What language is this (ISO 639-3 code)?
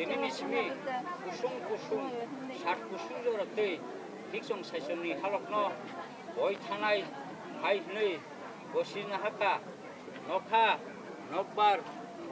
trp